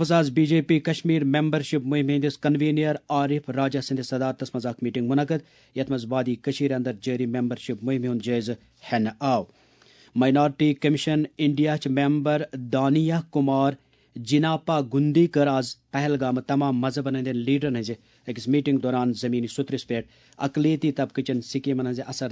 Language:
Kashmiri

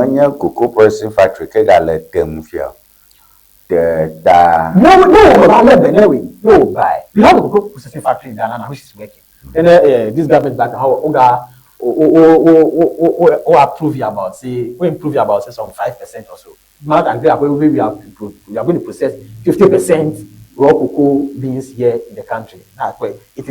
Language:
Ewe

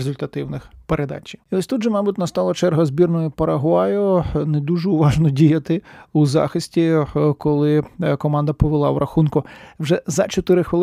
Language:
Ukrainian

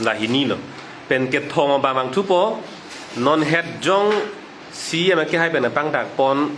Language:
Karbi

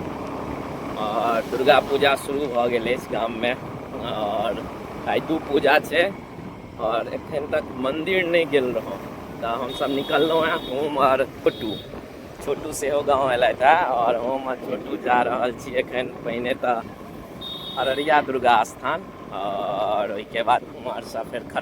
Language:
Maithili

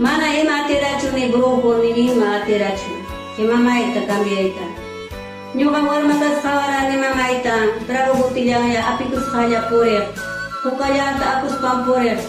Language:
Ayacucho Quechua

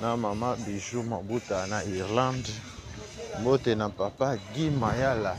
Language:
Lingala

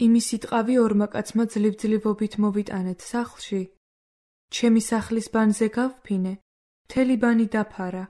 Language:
Georgian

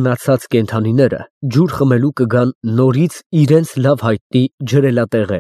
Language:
Armenian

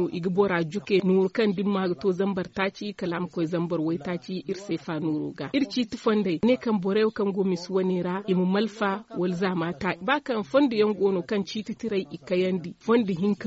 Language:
Zarma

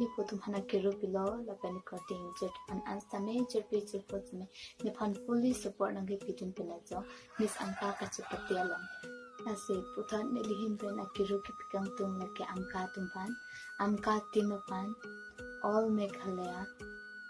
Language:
Karbi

